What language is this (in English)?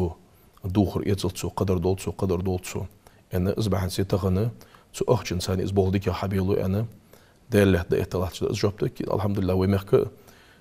Ingush